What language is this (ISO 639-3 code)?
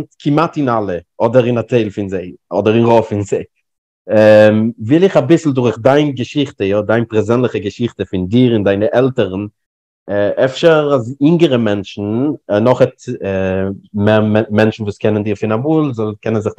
yid